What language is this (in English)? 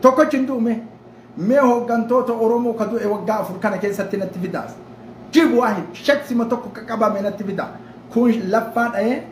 Oromo